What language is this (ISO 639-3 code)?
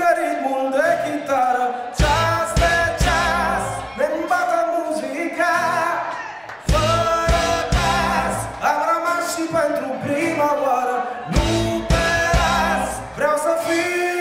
ron